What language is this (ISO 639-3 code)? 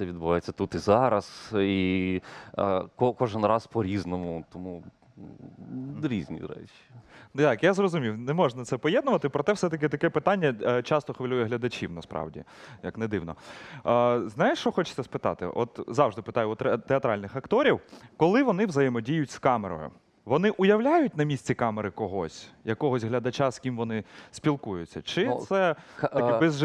ukr